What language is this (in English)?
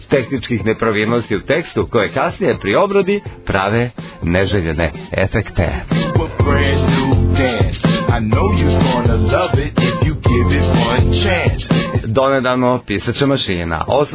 Serbian